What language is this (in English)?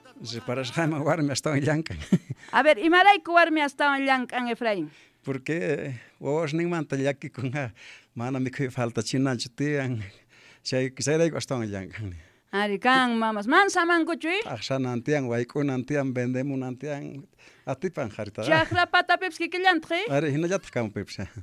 South Bolivian Quechua